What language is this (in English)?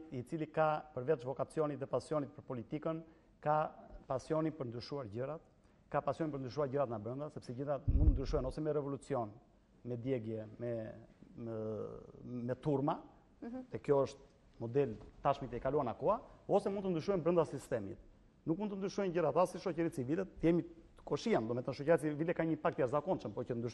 Albanian